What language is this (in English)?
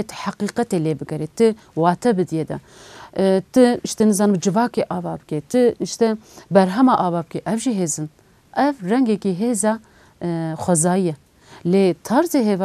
Kurdish